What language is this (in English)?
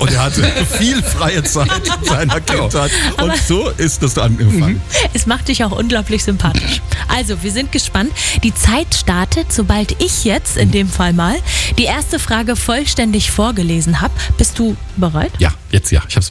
German